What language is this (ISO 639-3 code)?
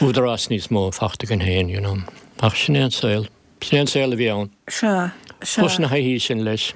gle